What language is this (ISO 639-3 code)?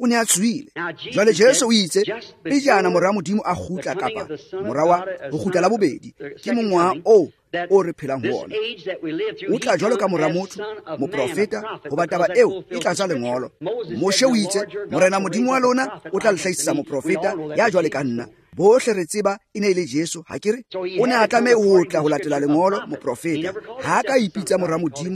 tsn